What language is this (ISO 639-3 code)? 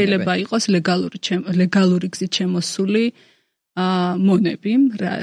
kat